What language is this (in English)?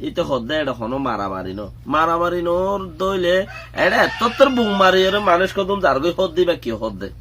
Rohingya